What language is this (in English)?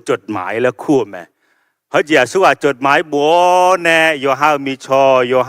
Akha